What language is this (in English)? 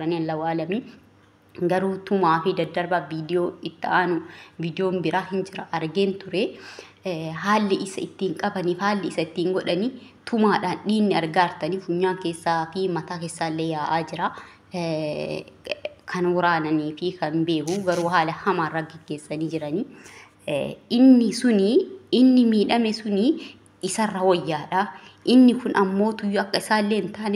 Oromo